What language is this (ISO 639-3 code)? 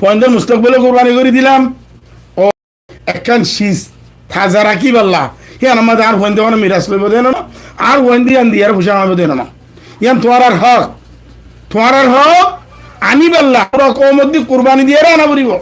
rhg